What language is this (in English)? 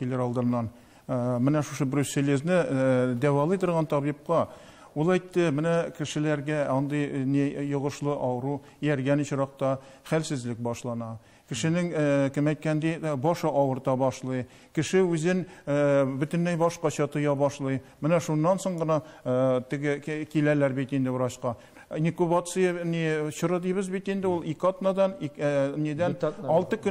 Tatar